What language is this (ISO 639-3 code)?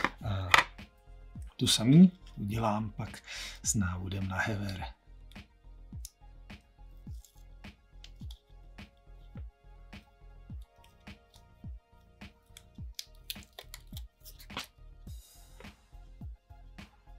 ces